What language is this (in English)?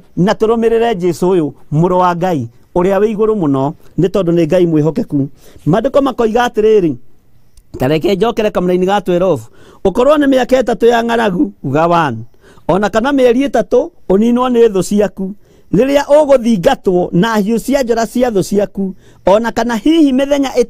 Kikuyu